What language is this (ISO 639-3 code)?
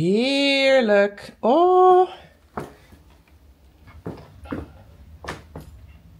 nld